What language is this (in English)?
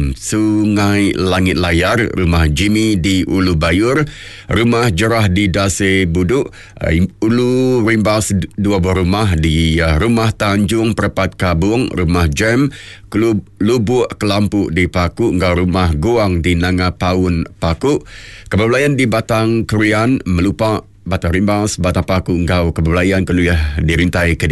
Iban